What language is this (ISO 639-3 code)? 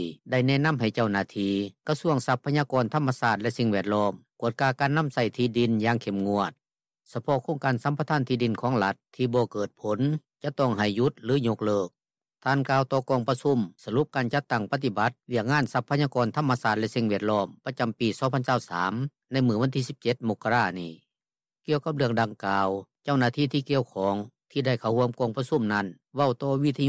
lao